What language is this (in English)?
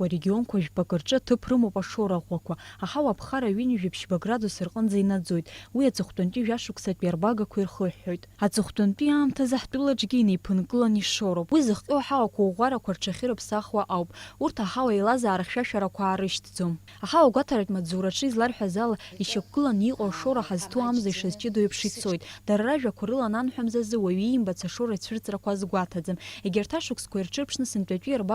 Abkhazian